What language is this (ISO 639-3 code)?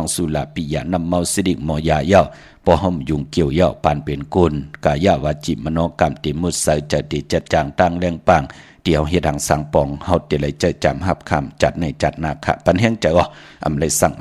shn